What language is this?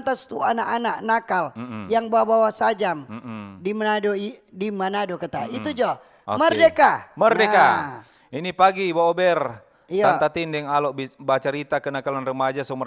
Manado Malay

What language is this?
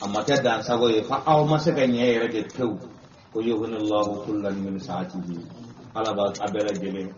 Bambara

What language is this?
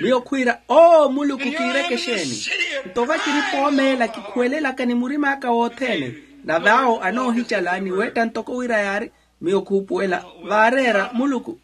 Makhuwa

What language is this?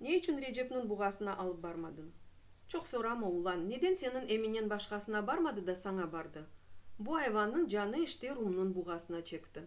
Crimean Tatar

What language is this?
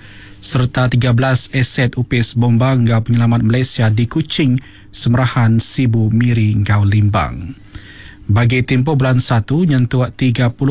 Iban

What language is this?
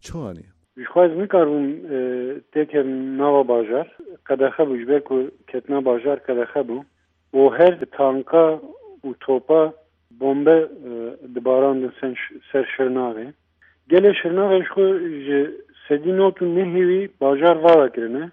Kurdish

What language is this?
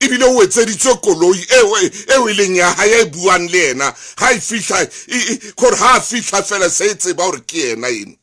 Southern Sotho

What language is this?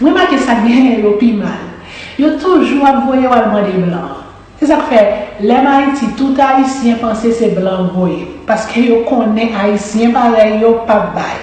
Haitian Creole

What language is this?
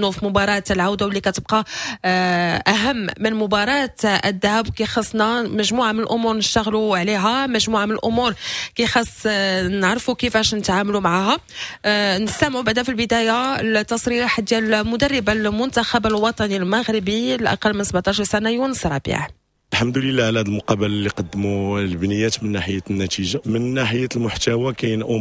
Moroccan Arabic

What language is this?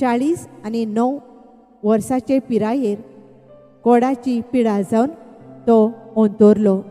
Konkani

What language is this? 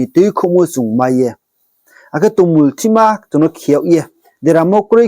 Riang (India)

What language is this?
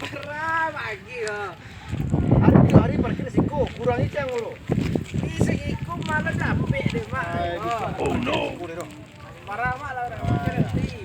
Minangkabau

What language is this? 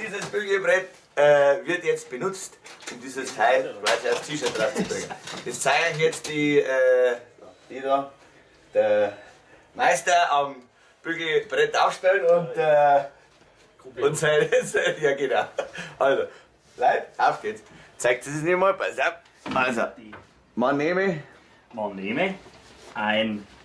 Bavarian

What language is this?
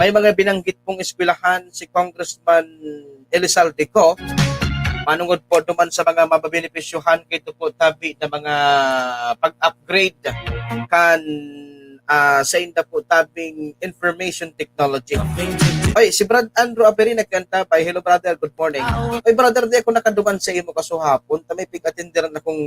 Bikol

